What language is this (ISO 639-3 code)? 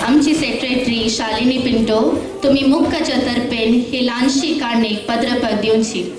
kok